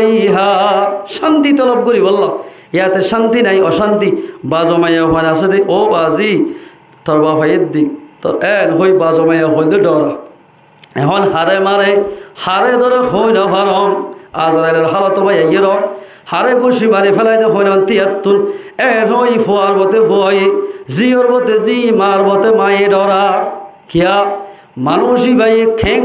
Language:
Rohingya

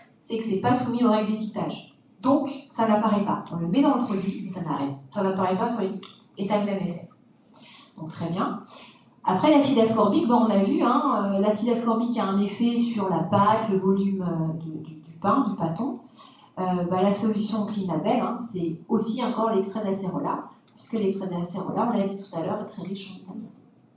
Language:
French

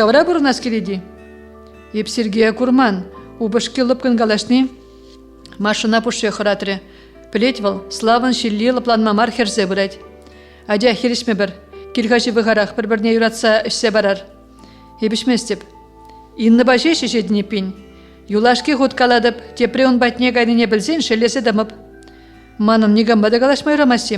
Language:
Chuvash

